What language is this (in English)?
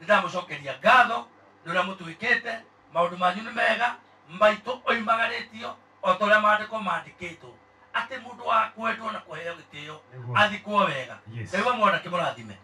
Kikuyu